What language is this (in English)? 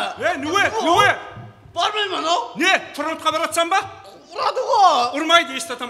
Kara-Kalpak